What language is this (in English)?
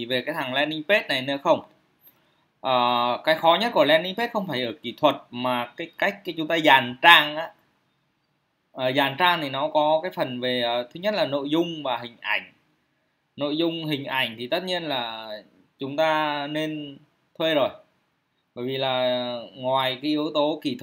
Vietnamese